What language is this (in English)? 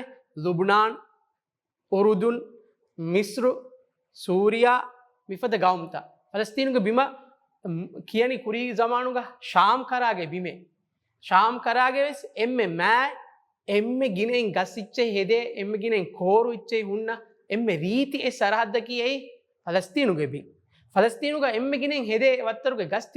Divehi